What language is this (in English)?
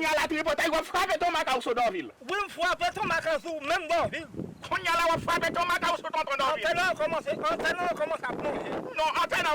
Haitian Creole